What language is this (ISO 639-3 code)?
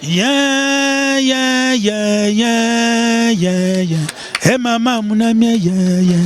lin